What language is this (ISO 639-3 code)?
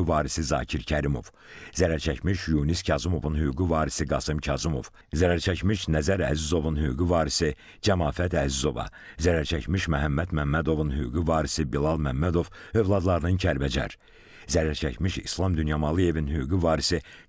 aze